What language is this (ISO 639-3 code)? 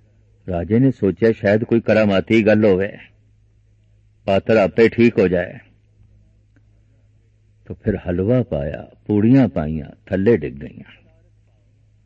pan